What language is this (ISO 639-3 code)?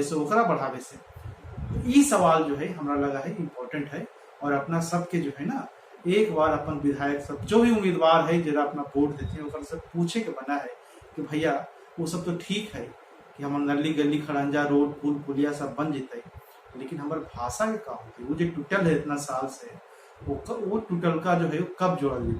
mag